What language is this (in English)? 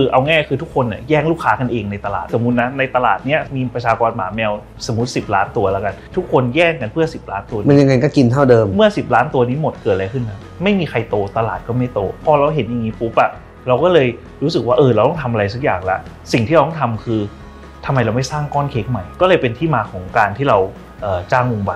Thai